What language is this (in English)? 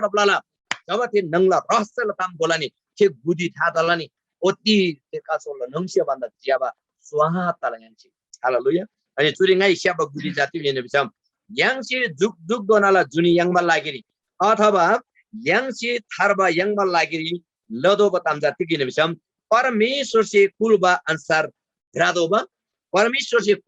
Eastern Tamang